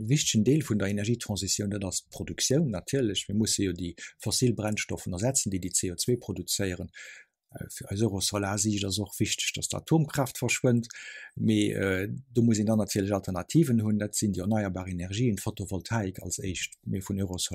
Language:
Luxembourgish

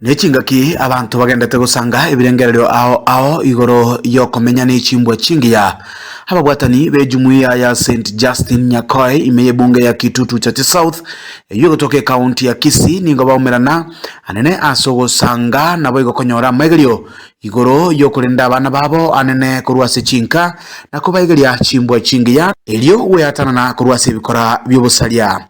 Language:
Gusii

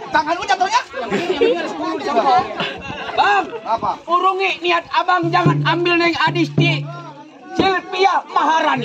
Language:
Betawi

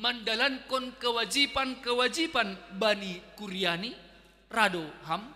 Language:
Batak Simalungun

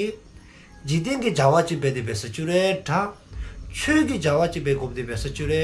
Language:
Dzongkha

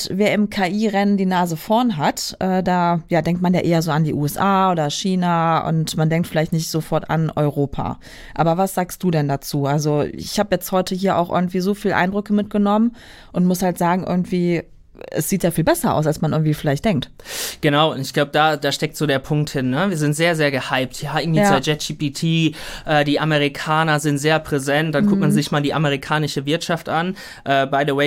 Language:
German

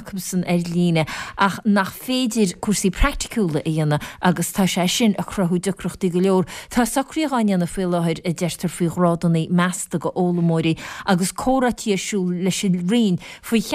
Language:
Irish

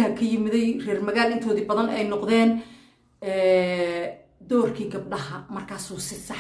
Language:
Somali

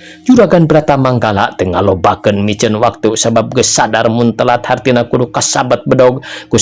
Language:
Sundanese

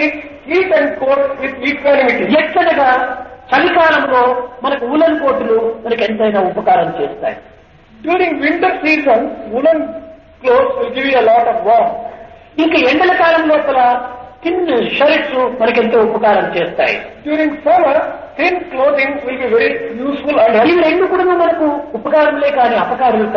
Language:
Telugu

